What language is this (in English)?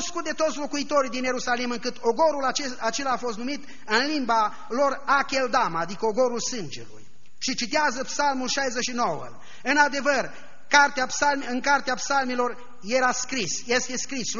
Romanian